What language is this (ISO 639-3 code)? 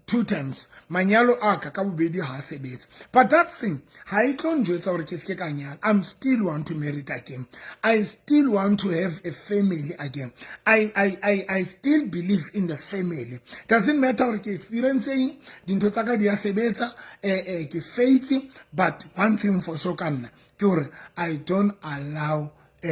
sot